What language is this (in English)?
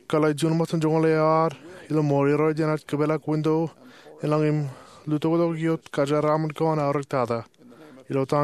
Marshallese